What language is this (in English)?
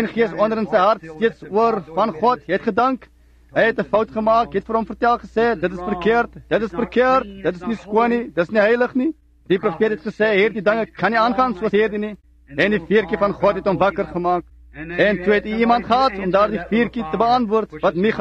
Afrikaans